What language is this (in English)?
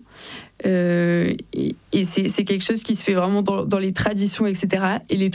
French